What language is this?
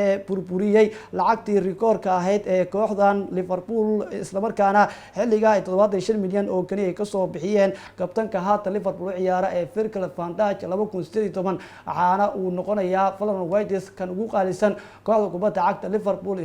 Somali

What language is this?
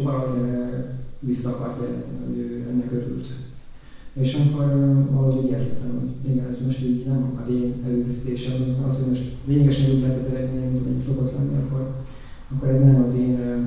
Hungarian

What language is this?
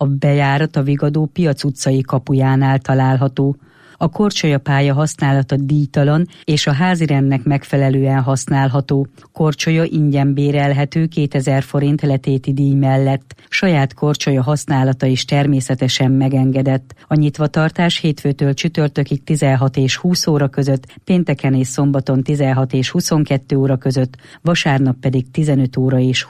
Hungarian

